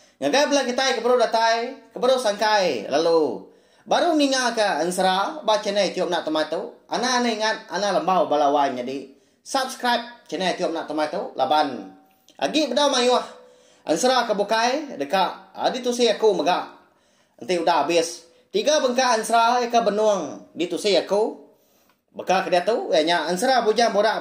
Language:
Iban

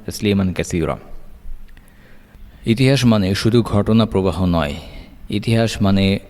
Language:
Bangla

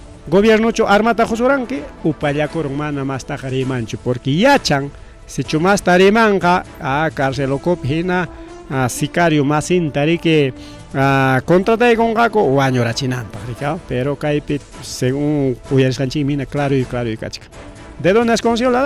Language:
Ayacucho Quechua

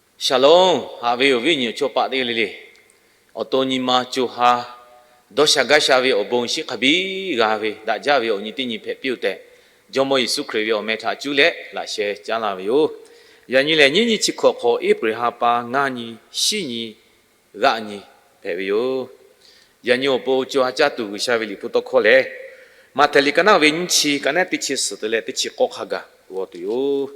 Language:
Lahu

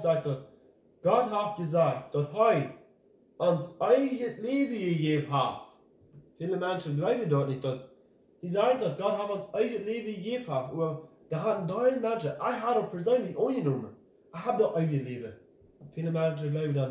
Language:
Plautdietsch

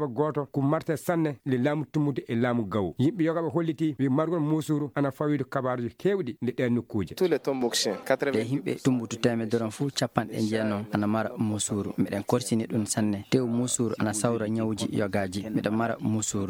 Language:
Maasina Fulfulde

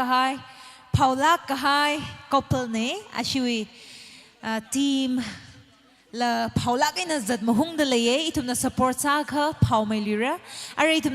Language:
Tangkhul Naga (India)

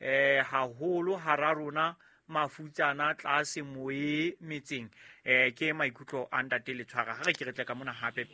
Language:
Southern Sotho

